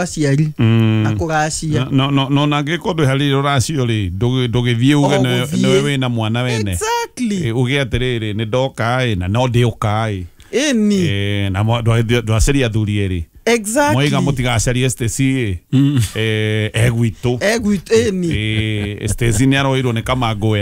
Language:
Kikuyu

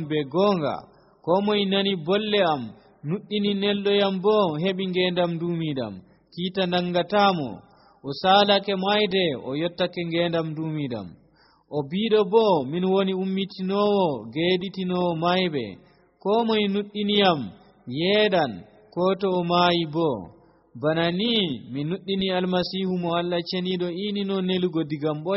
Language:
Nigerian Fulfulde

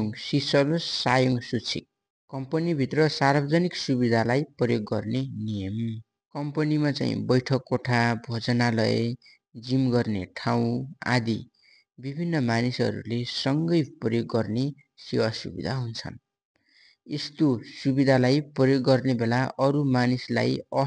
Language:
Nepali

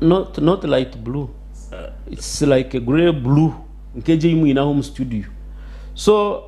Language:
Nyankole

